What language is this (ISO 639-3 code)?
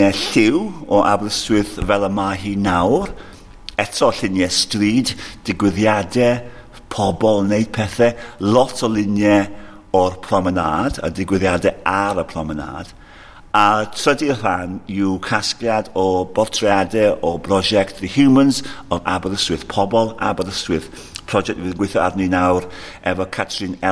cym